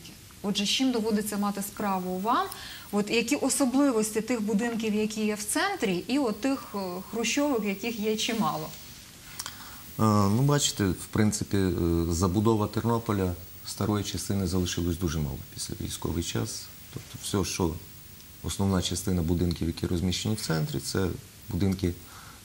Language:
Ukrainian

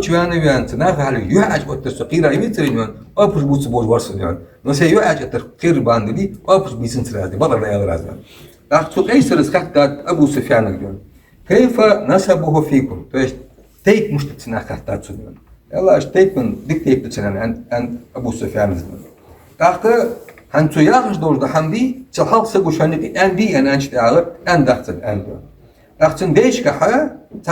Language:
Ingush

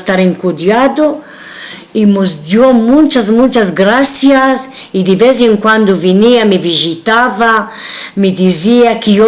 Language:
Ladino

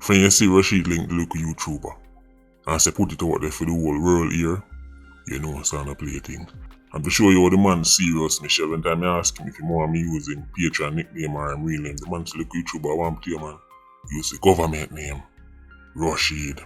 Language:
Jamaican Creole English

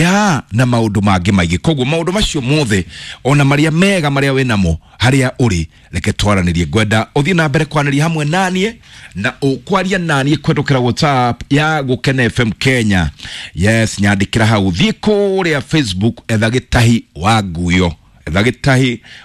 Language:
Kikuyu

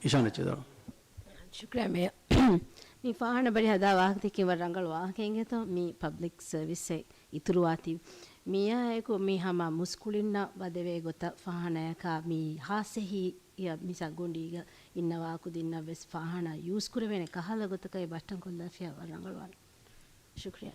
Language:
Divehi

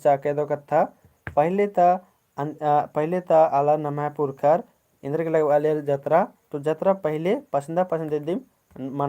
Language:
Kurukh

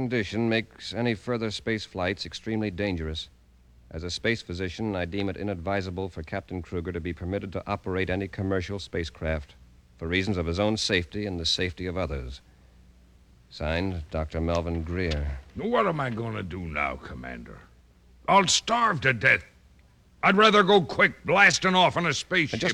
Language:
English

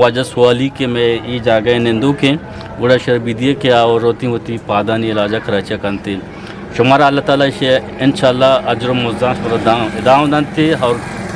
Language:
Eastern Balochi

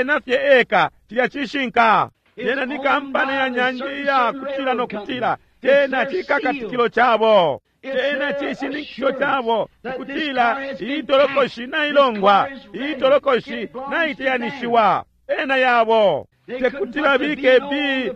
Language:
Bemba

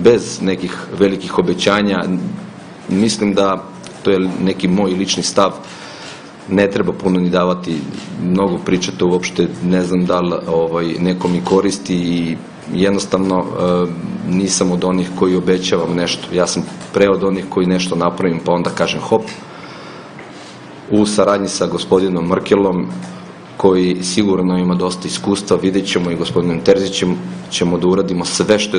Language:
Serbian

